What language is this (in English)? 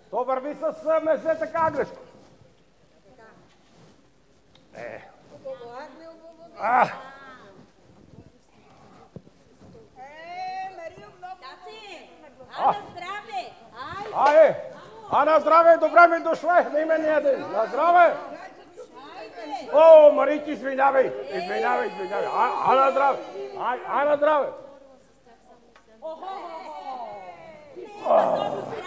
Bulgarian